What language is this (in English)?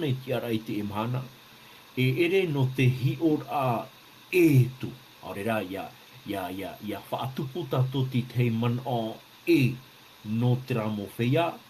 Tahitian